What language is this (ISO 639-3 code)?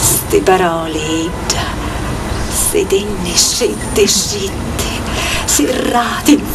scn